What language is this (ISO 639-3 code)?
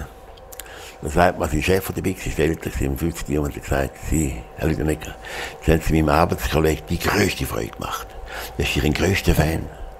gsw